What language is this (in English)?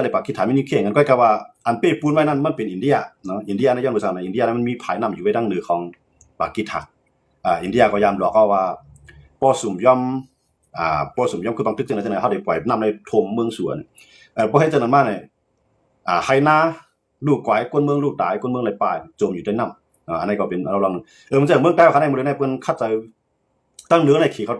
Shan